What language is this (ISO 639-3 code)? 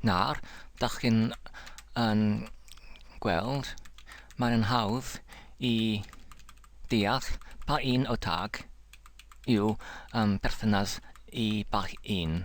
cym